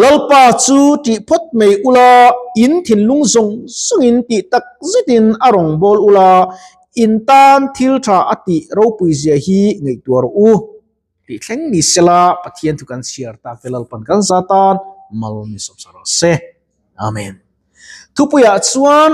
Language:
Mizo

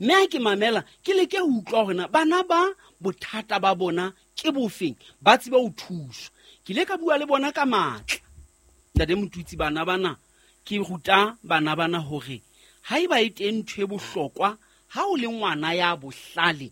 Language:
Southern Sotho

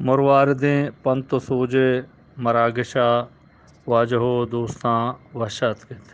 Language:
Eastern Balochi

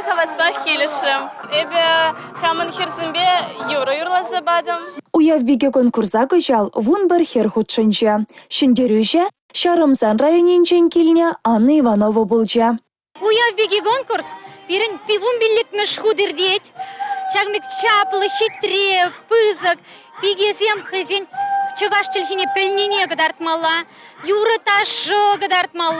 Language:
Chuvash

